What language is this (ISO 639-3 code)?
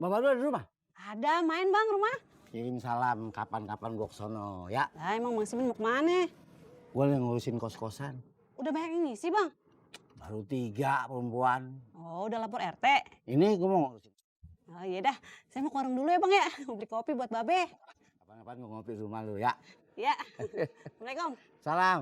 bew